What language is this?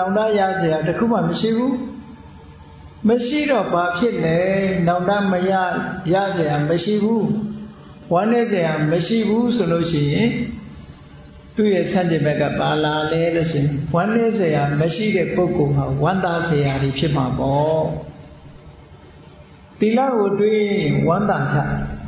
Burmese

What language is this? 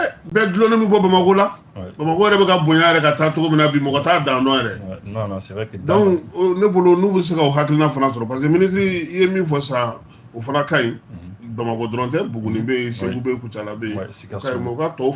Bambara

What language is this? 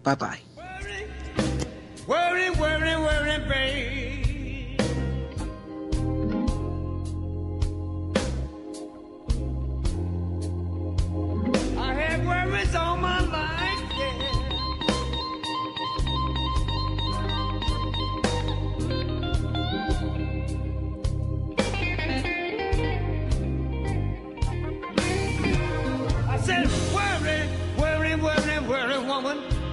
English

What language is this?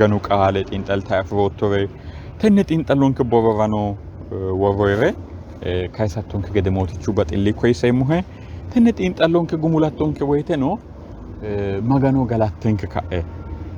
Sidamo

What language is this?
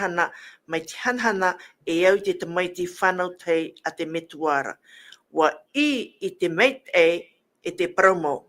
Tahitian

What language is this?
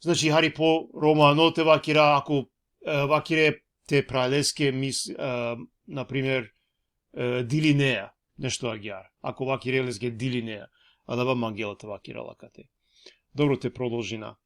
Balkan Romani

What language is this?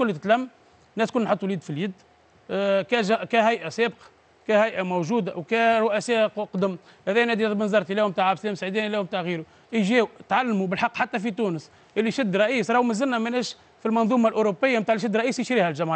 Tunisian Arabic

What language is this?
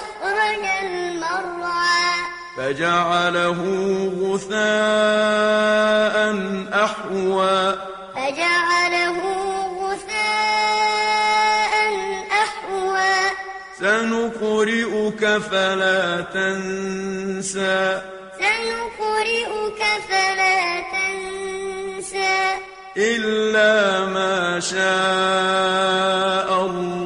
Arabic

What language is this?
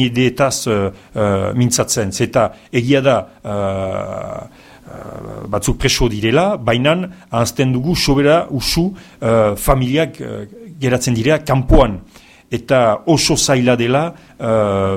Basque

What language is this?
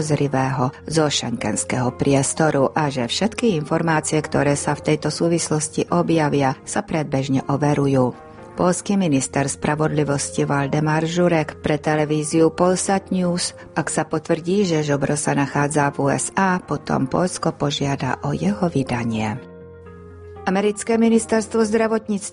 Slovak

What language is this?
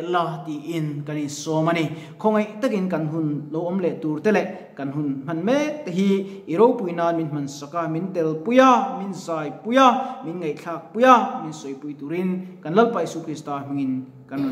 Mizo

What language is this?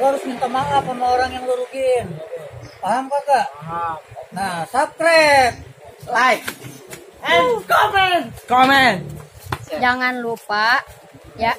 Betawi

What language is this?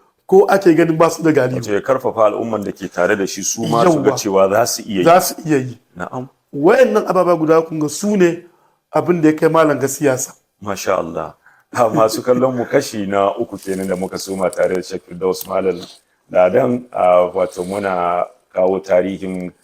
Hausa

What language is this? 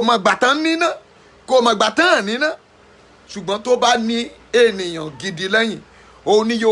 Yoruba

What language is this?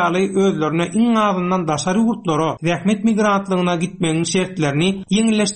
Turkmen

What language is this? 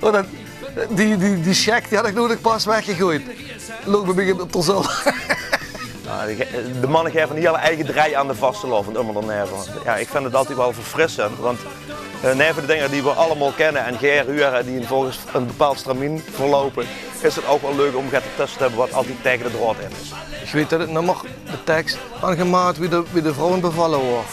Limburgish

